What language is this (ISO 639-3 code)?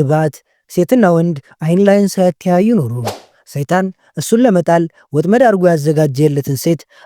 amh